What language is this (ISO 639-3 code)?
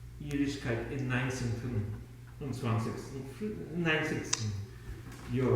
yid